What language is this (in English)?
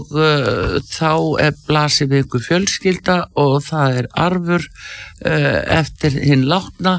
Icelandic